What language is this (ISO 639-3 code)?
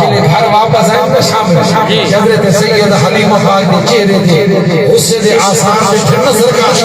skr